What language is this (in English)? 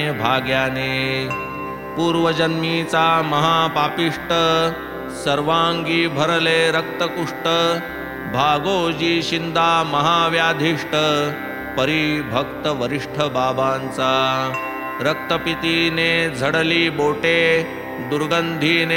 Marathi